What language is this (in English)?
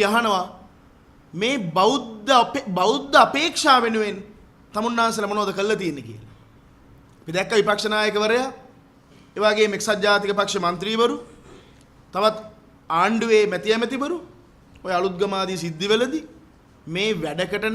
Sinhala